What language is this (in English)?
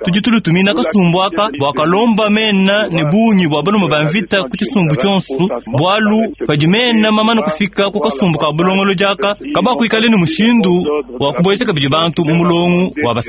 Luba-Lulua